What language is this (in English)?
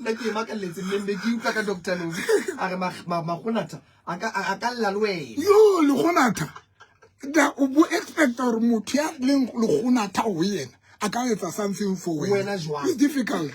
Southern Sotho